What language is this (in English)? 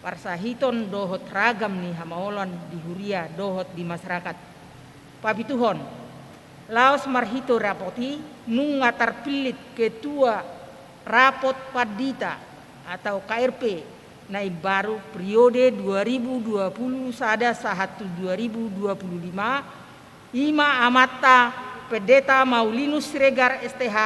Batak Toba